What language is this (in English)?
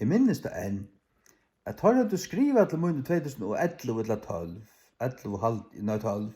Faroese